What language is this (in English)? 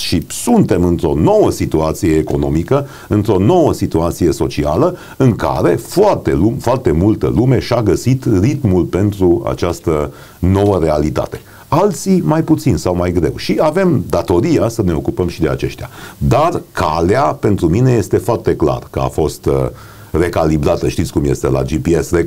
Romanian